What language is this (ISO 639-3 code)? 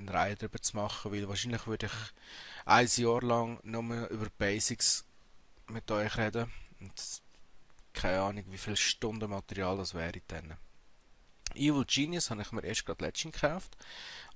gsw